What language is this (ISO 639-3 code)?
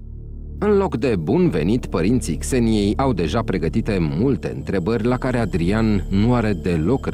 ron